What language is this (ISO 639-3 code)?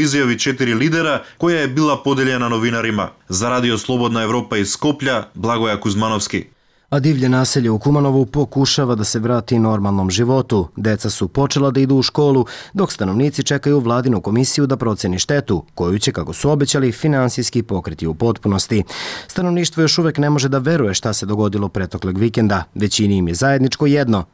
srp